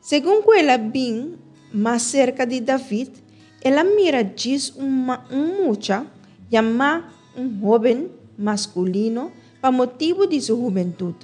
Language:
Papiamento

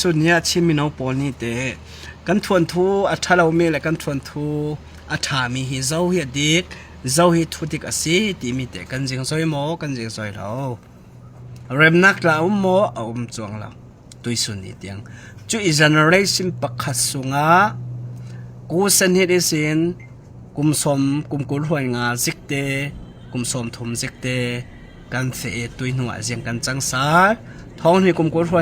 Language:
Falam Chin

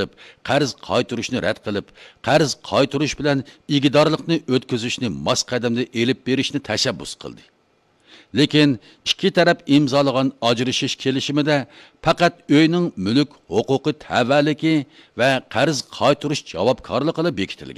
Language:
Uyghur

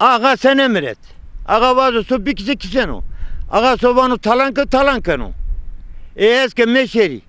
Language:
Zaza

